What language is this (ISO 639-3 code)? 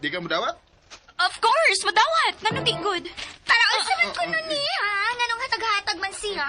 ceb